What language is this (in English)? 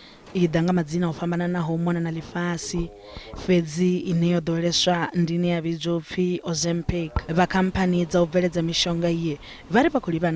Venda